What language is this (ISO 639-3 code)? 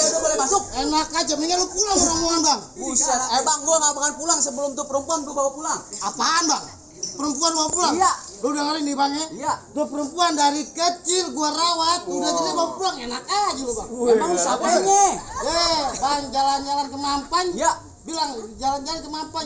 bew